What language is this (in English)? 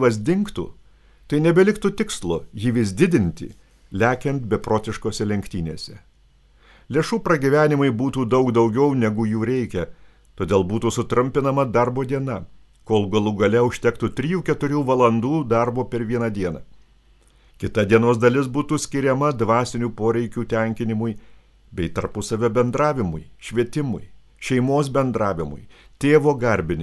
Lithuanian